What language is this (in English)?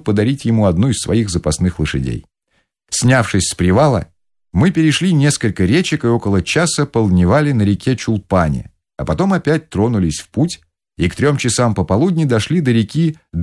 Russian